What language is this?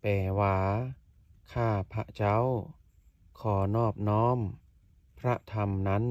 Lao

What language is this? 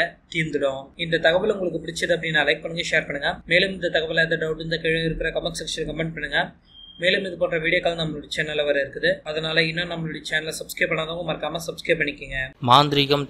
Tamil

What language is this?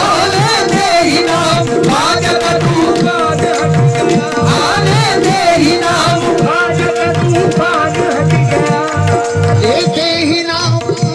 Hindi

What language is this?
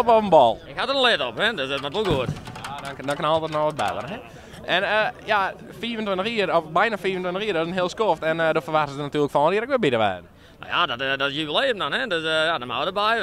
Western Frisian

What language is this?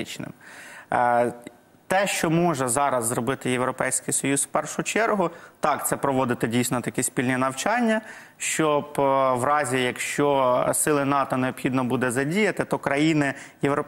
Ukrainian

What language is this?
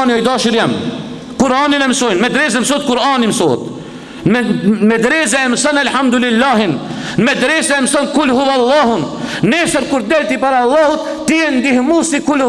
Albanian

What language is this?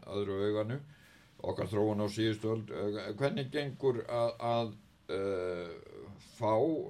Icelandic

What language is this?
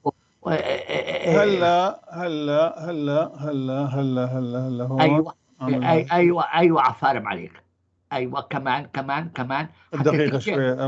North Levantine Arabic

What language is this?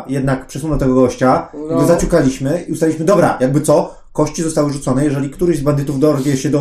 Polish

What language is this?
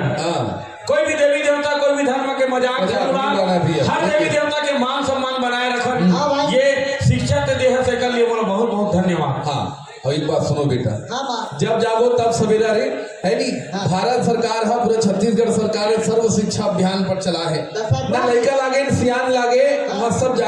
Chhattisgarhi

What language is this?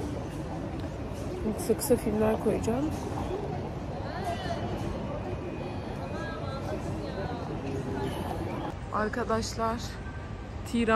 Turkish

